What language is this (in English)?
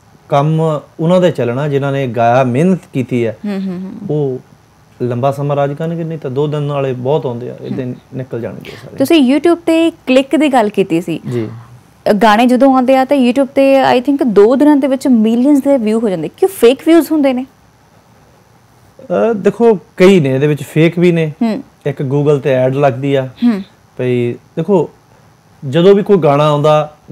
Punjabi